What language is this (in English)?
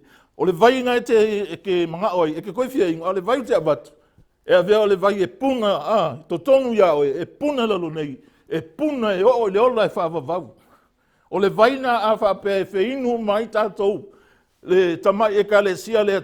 Samoan